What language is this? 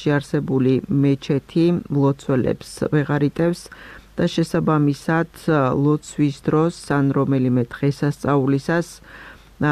Georgian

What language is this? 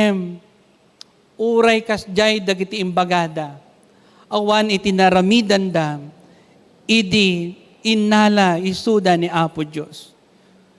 Iloko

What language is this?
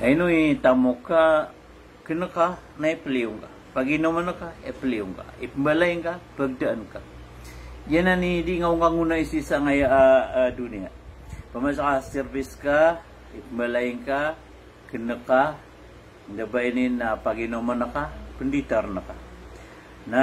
Maranao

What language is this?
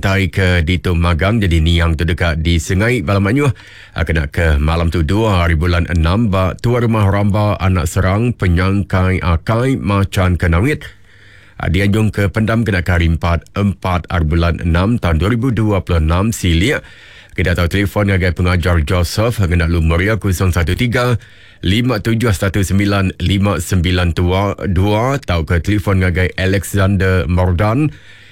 Iban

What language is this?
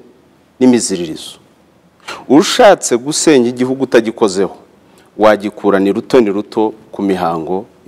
Kinyarwanda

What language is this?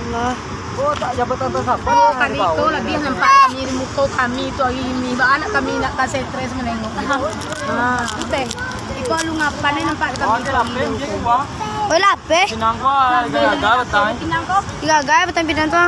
Minangkabau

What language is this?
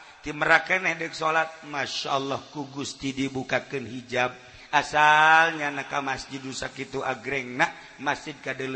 Sundanese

